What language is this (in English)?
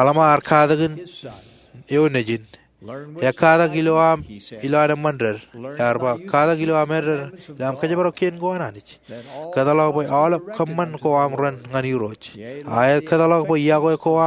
Marshallese